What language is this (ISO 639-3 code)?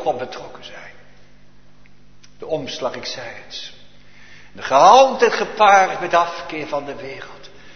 nld